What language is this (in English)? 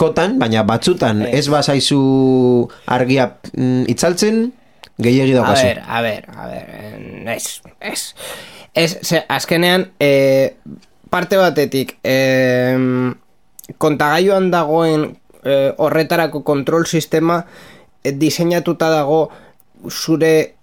Basque